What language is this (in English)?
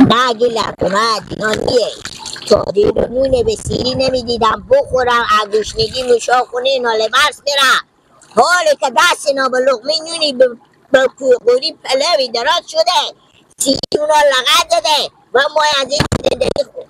Persian